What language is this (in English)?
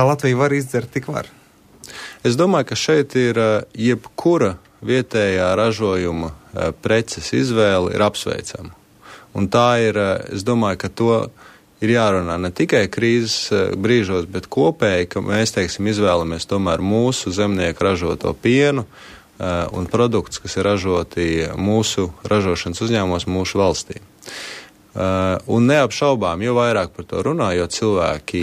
Latvian